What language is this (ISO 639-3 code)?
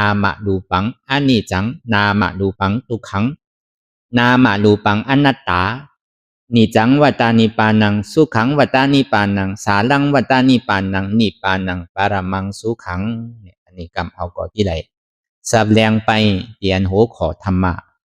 shn